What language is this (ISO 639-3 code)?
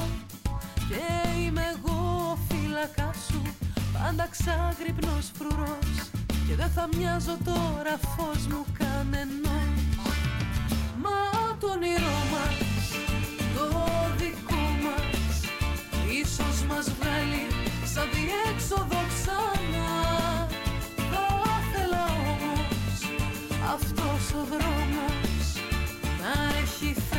ell